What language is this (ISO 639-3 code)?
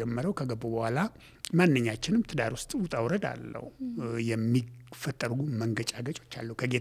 amh